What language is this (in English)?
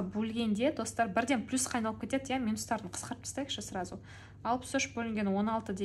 Kazakh